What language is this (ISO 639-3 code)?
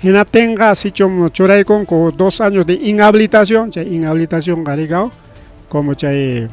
quy